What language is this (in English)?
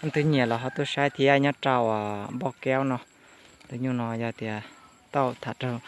Hmong